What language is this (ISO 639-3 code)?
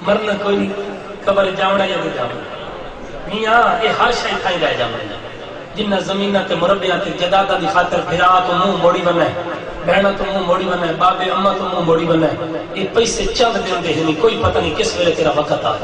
skr